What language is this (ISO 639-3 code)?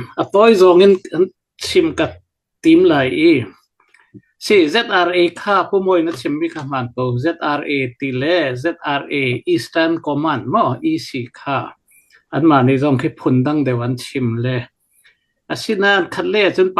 cnh